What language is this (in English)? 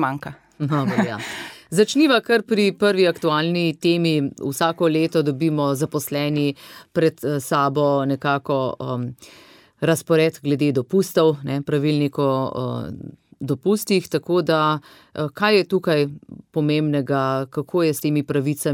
Slovenian